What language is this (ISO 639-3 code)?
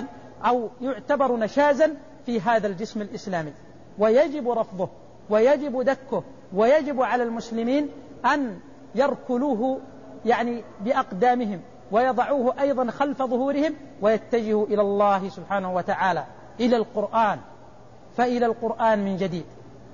ara